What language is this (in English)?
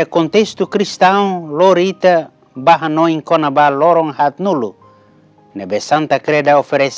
Tetum